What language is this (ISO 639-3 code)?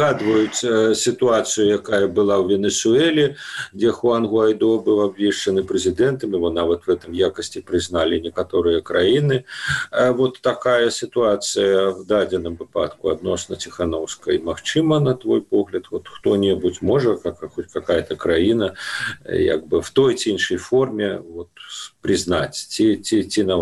bel